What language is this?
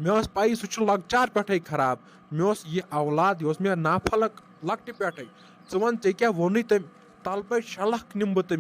Kashmiri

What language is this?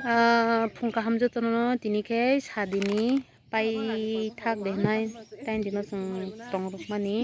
Kok Borok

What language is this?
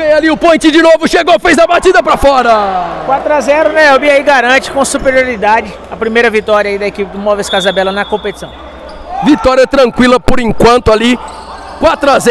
Portuguese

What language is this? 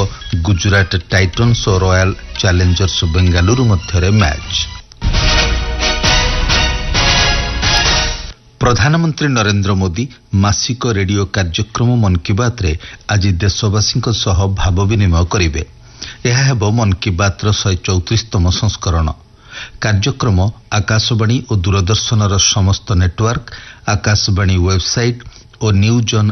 Odia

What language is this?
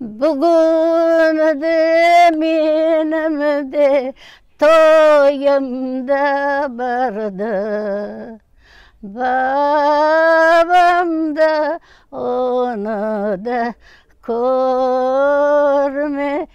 Crimean Tatar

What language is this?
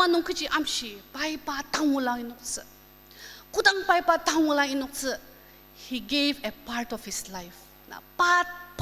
Ao Naga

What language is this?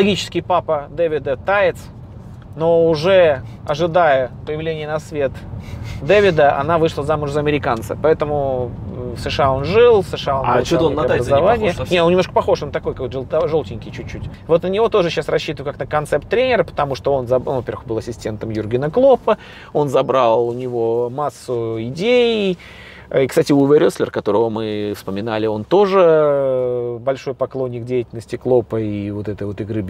Russian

